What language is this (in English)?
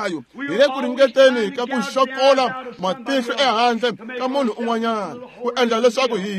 Tsonga